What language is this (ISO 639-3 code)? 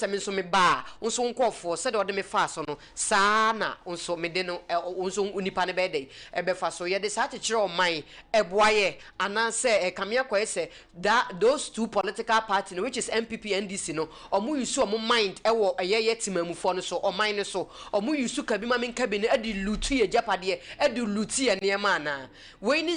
aka